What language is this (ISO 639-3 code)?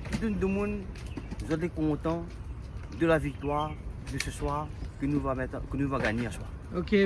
rcf